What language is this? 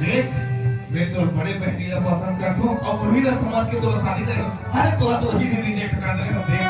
Chhattisgarhi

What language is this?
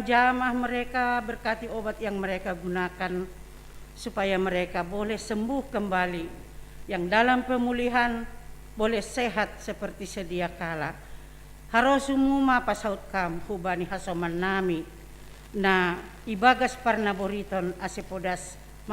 Batak Simalungun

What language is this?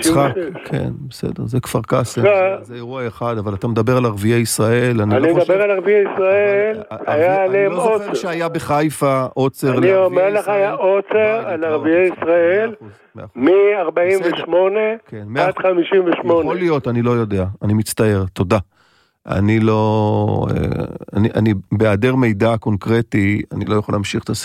Hebrew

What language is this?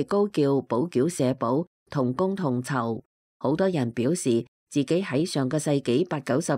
Cantonese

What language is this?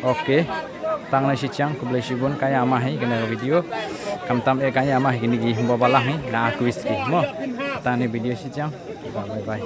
Khasi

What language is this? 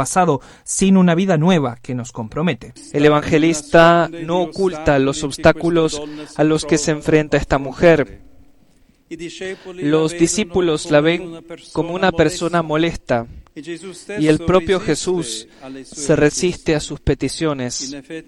Spanish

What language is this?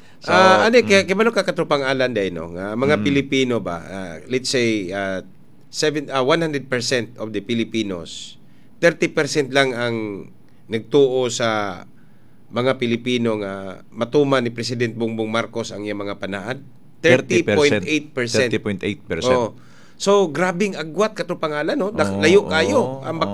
Cebuano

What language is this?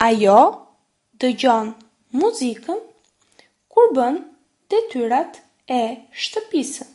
Albanian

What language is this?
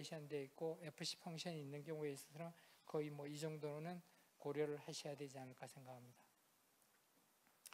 Korean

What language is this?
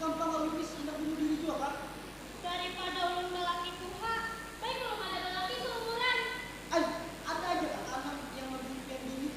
Banjar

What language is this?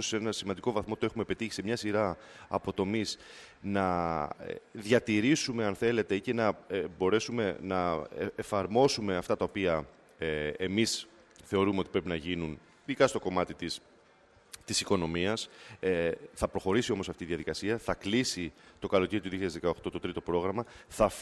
Greek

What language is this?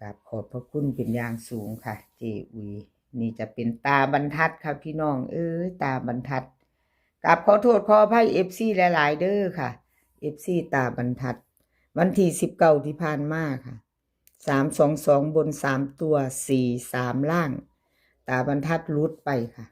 Northeastern Thai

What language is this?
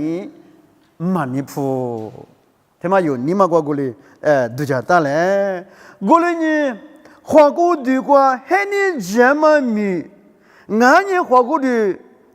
Lisu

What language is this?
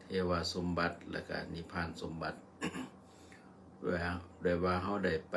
Lao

